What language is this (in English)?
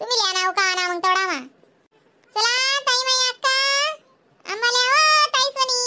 Khandesi